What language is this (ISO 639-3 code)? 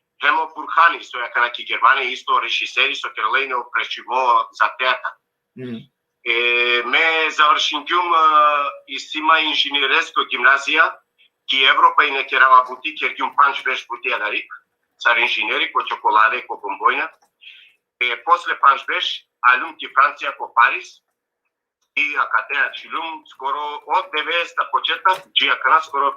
rmn